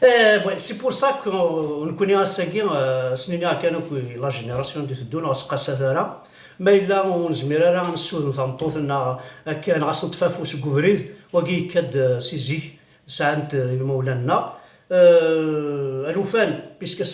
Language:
Kabyle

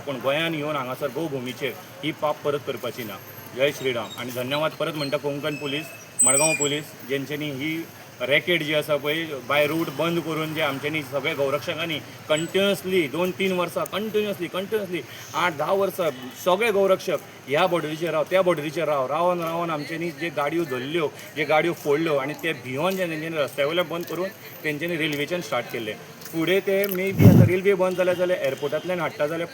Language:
Konkani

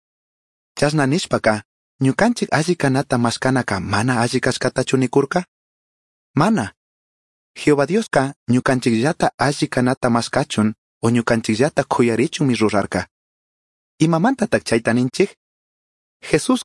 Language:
Chimborazo Highland Quichua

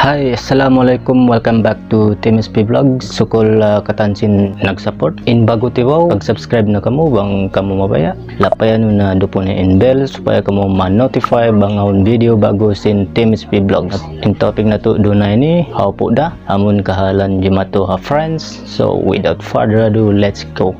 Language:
Tausug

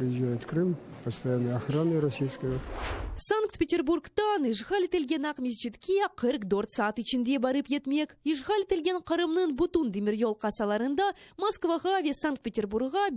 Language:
Crimean Tatar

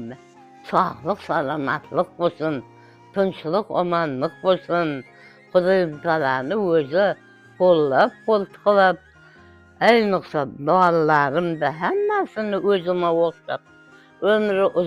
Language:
Crimean Tatar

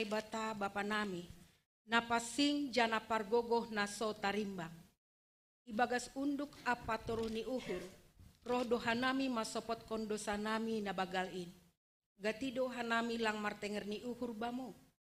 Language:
Batak Simalungun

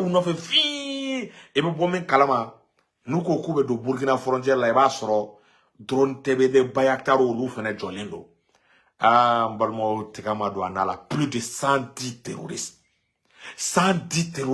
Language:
Bambara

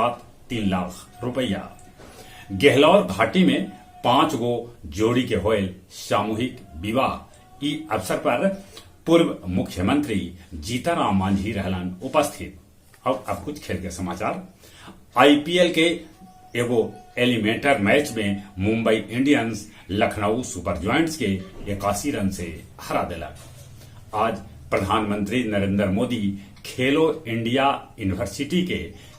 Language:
Magahi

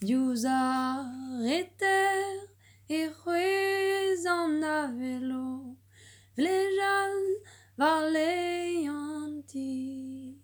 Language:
Breton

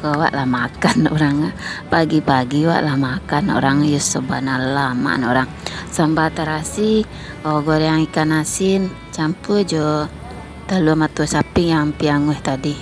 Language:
Minangkabau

